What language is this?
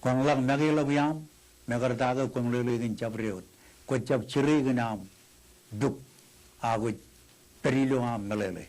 Marshallese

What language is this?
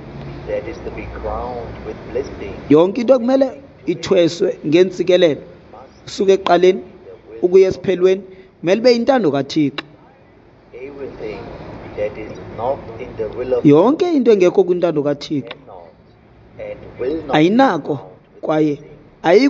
Xhosa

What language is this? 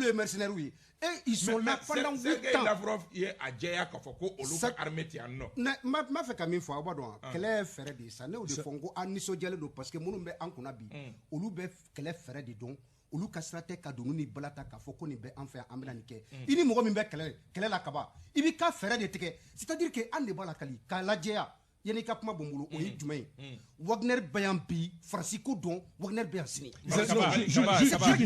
Bambara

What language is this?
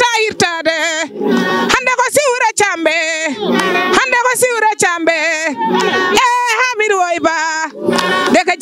Fula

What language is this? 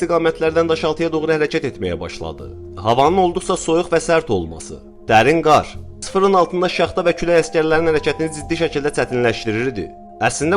Azerbaijani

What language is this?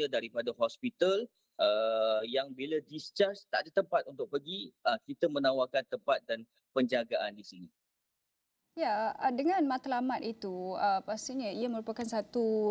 Malay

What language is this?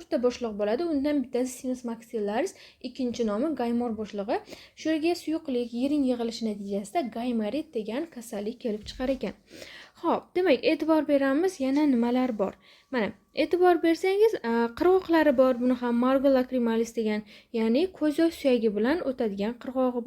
Uzbek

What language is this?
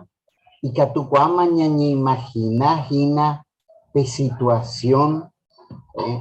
Guarani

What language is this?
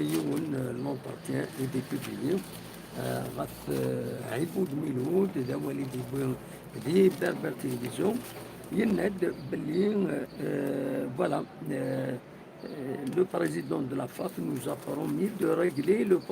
Kabyle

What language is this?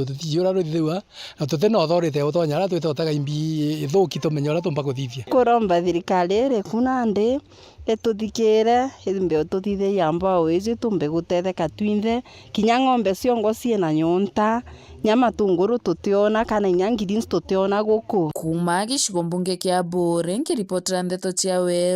Meru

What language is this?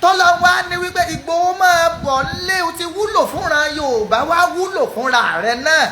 Yoruba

